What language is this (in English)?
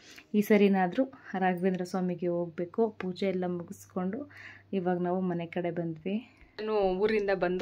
Kannada